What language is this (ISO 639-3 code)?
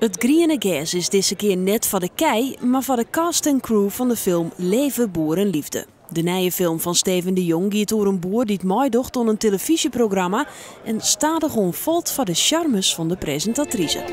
fry